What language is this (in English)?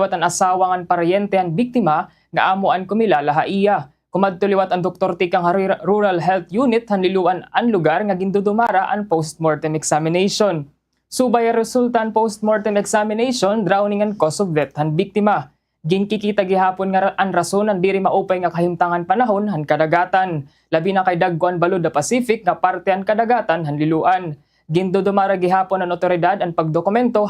Waray